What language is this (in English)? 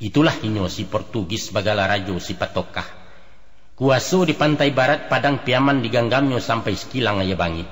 Minangkabau